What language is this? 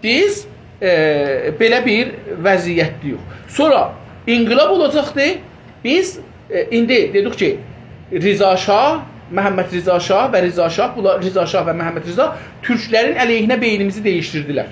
South Azerbaijani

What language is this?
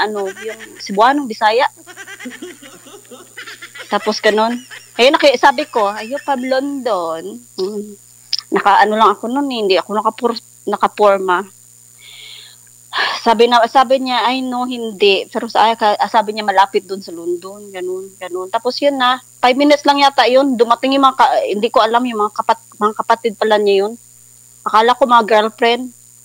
Filipino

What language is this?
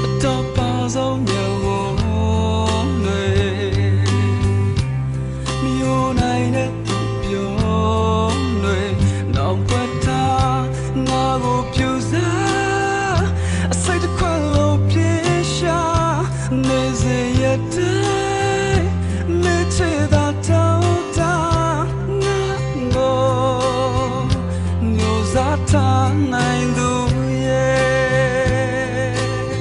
Burmese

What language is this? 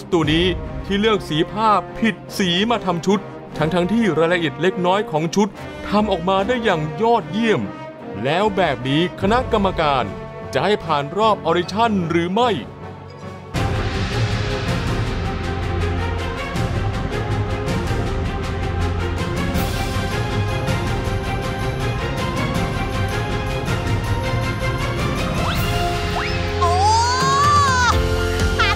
Thai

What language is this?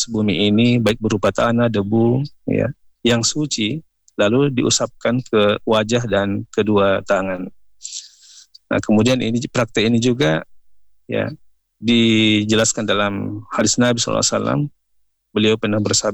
Indonesian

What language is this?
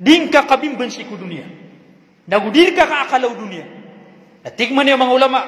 Maranao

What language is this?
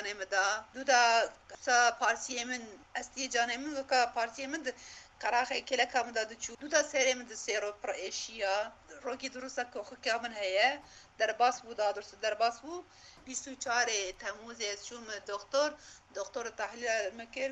Kurdish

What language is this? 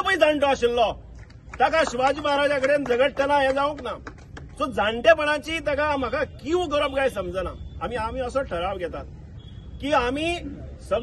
Konkani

